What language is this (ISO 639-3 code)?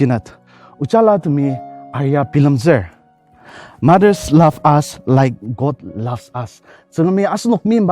njo